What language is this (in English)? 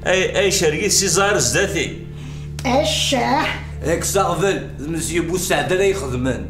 Kabyle